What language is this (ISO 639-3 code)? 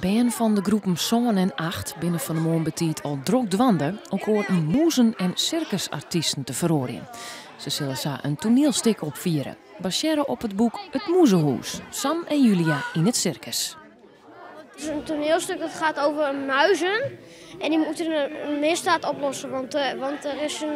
fry